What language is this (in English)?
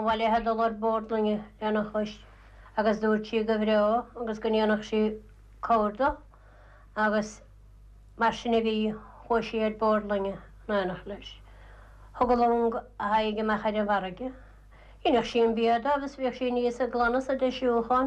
Irish